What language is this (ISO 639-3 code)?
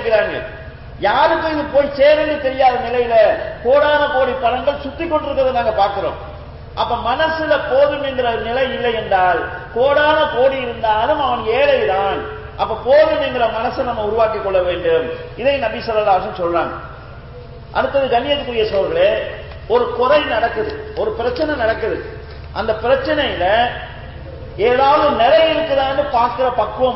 tam